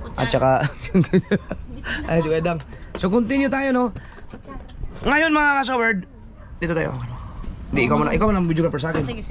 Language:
Filipino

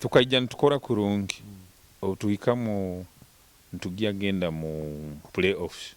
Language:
Nyoro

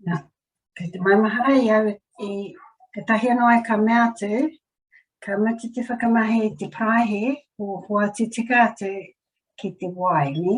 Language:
Māori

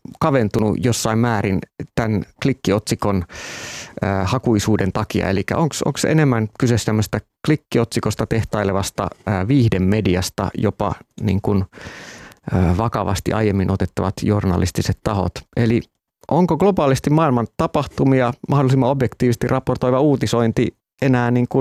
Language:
Finnish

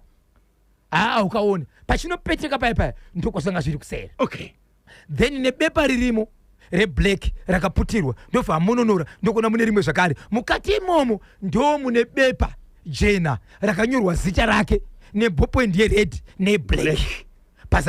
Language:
Shona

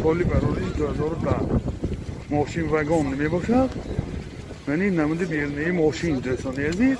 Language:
Tajik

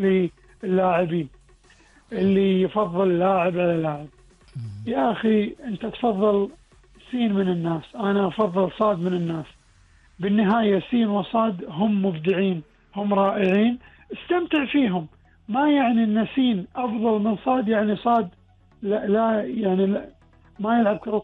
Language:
Gulf Arabic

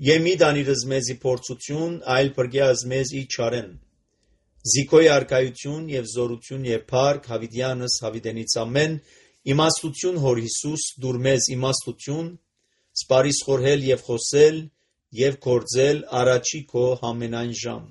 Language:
Armenian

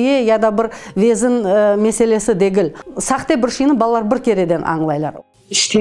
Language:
Crimean Tatar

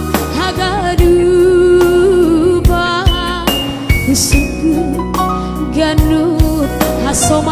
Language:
Batak Simalungun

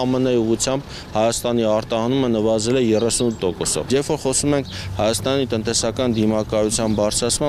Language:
Armenian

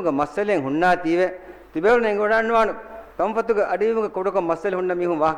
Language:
Divehi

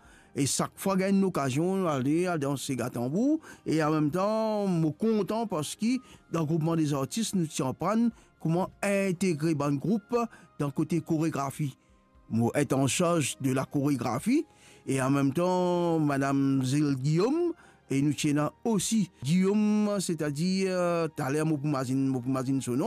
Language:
Morisyen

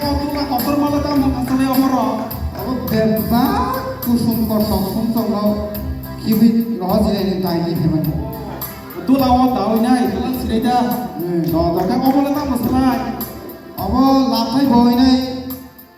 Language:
Kok Borok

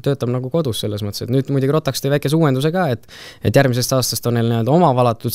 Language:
Estonian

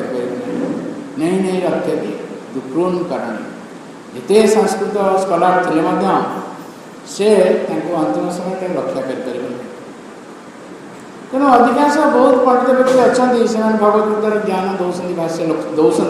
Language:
Odia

